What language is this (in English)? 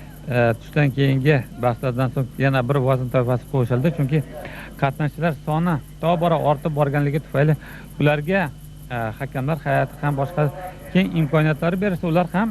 Uzbek